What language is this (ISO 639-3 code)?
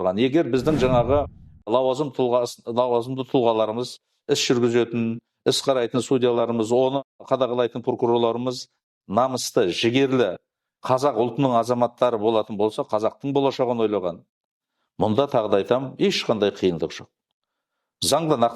kaz